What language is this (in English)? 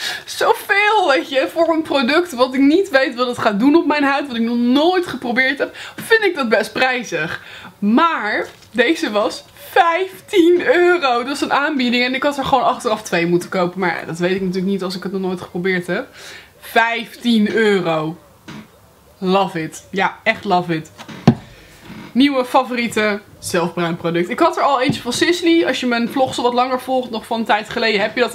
Dutch